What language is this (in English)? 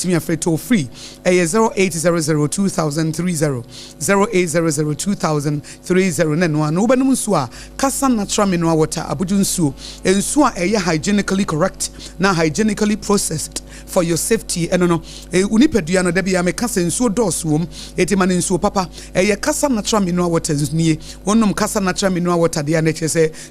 Akan